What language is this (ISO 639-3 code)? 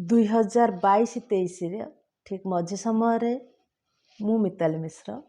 ori